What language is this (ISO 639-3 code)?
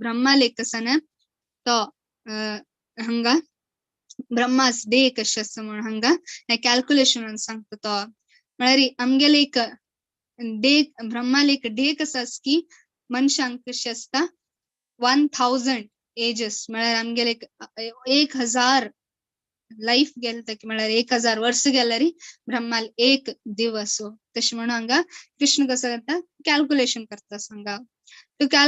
kok